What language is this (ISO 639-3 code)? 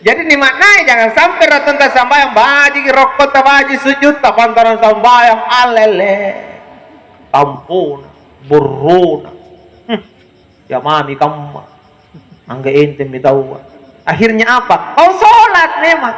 mak